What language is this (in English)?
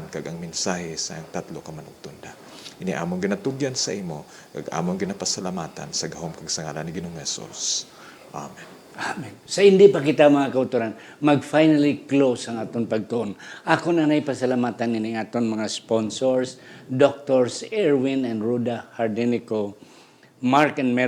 Hiligaynon